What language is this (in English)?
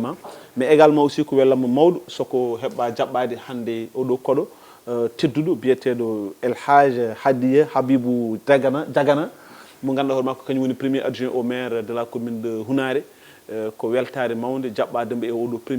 Fula